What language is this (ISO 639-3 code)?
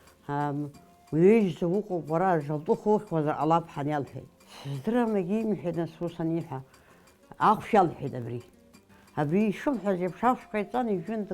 abk